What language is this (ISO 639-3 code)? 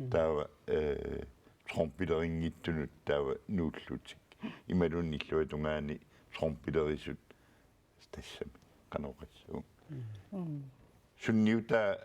kal